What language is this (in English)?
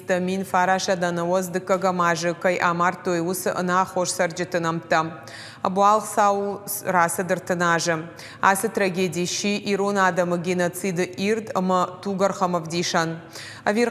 Ossetic